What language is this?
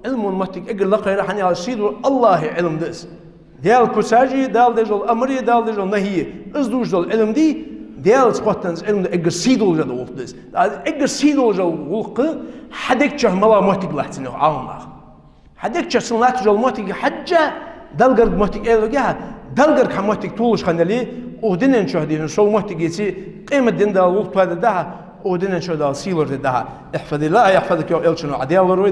Ingush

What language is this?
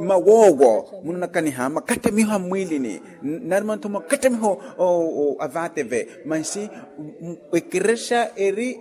Makhuwa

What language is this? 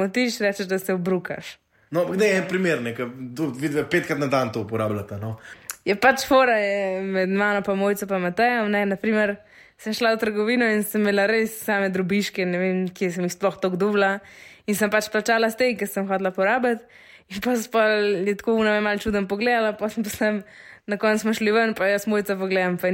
Slovenian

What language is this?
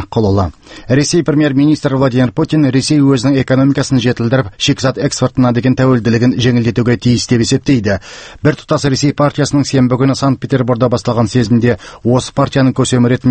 Kazakh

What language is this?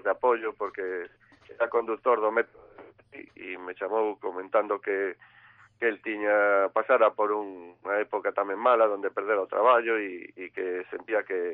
Galician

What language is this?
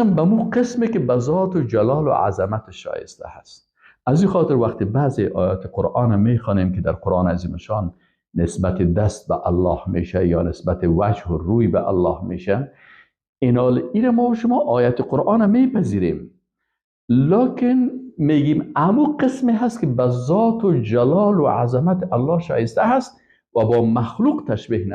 Persian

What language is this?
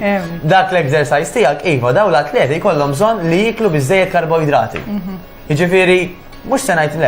Maltese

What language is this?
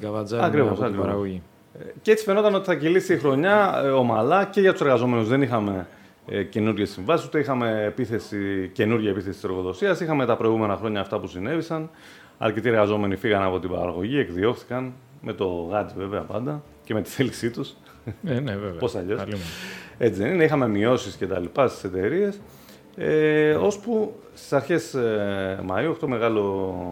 Greek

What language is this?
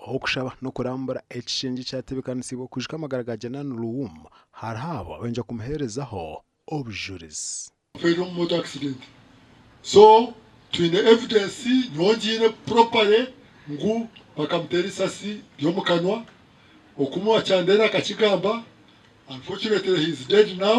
Nyankole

